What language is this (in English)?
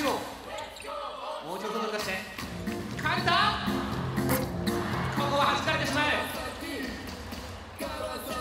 Japanese